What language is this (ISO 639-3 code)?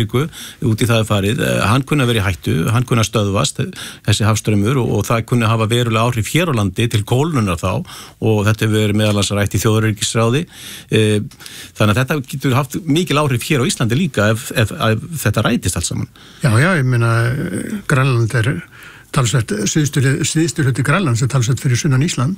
isl